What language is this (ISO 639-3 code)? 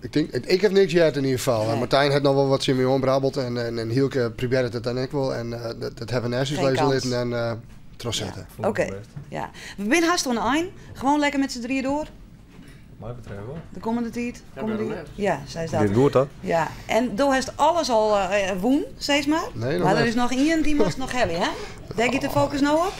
fry